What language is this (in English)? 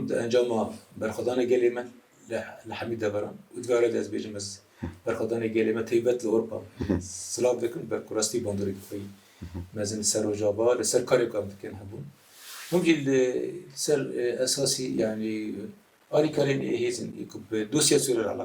Kurdish